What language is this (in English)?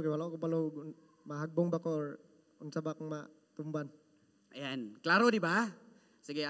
Cebuano